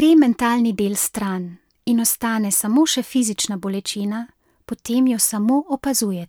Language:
Slovenian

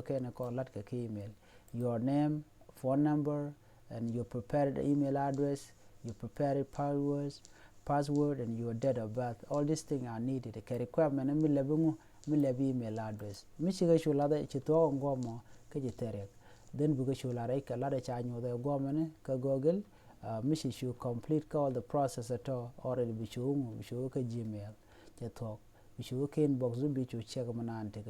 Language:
Nuer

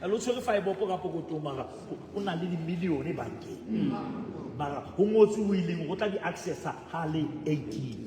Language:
Southern Sotho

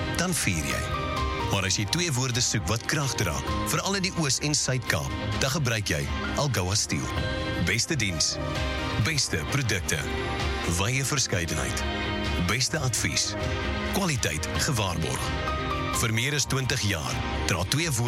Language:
Afrikaans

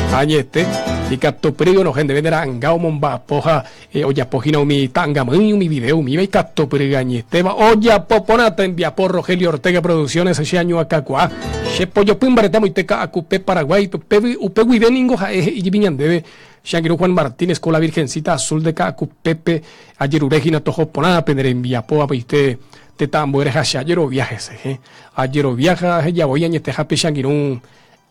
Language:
Guarani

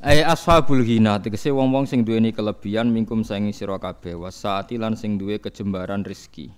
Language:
Javanese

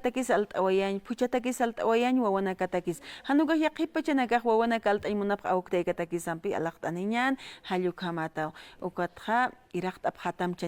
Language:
Aymara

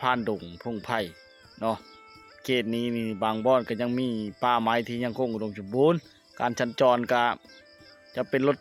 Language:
Lao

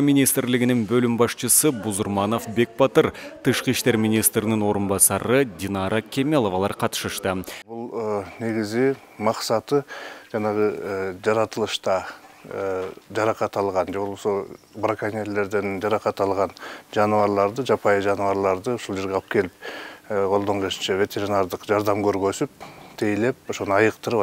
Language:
Kyrgyz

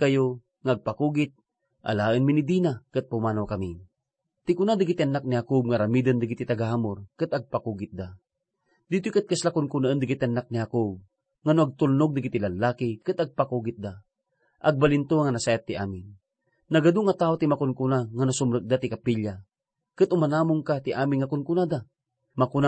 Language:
Iloko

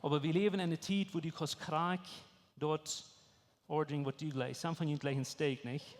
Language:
Plautdietsch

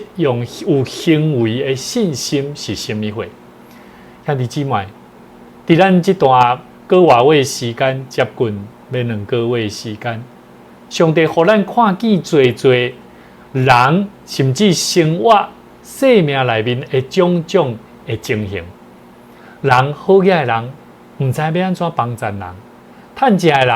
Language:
Min Nan Chinese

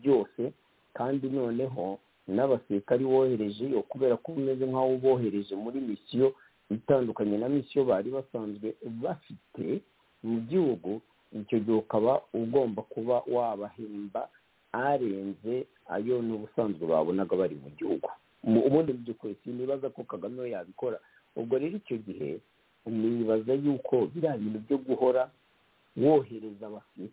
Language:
Kinyarwanda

